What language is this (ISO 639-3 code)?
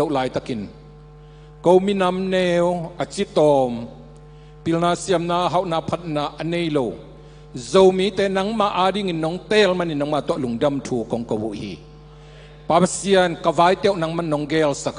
ctd